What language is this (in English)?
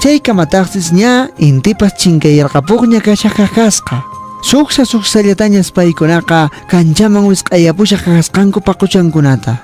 Quechua